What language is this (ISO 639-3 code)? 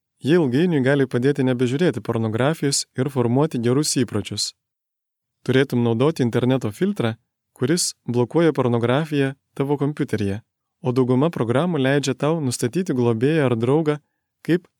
lit